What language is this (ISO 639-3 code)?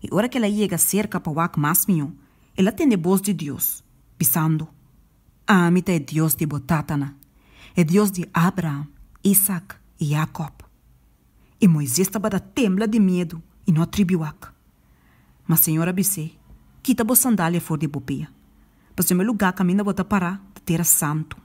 pap